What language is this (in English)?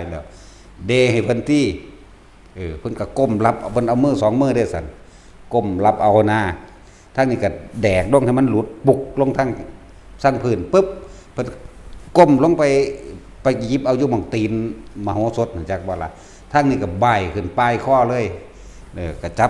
Northeastern Thai